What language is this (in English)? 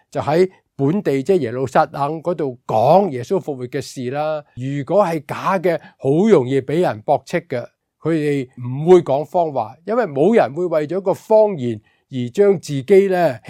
Cantonese